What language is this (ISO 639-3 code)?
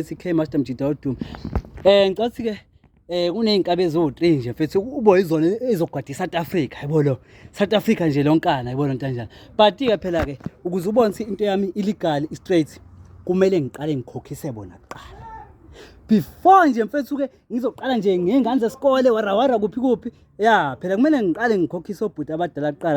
zul